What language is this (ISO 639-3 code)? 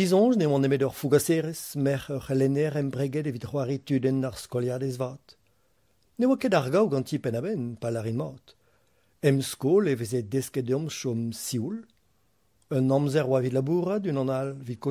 bre